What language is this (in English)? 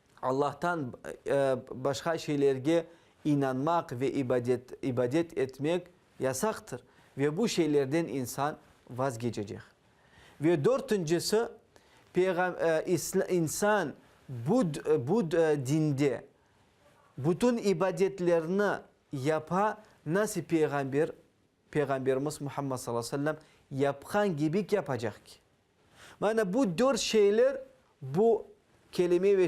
Crimean Tatar